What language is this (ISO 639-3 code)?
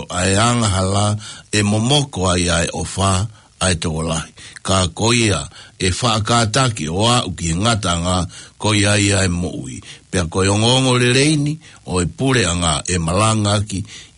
ton